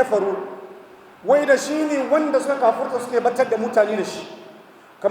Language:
Hausa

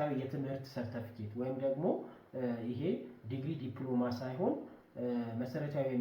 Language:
Amharic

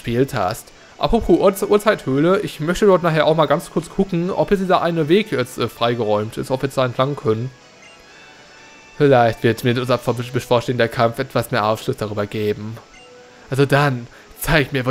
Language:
German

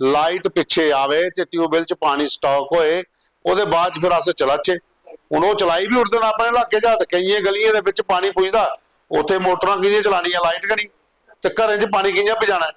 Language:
Dogri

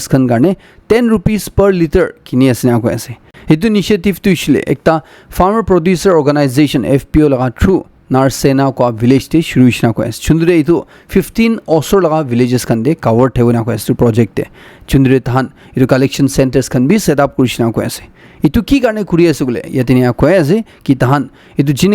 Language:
Naga Pidgin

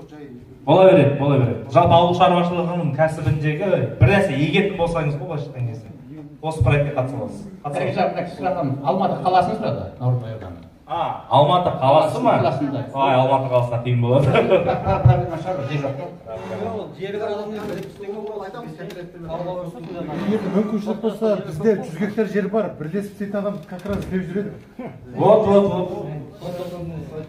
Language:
Kazakh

